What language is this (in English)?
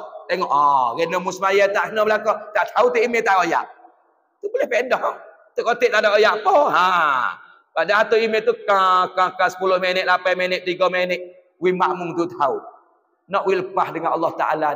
Pattani Malay